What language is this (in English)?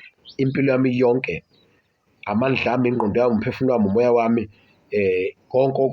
Zulu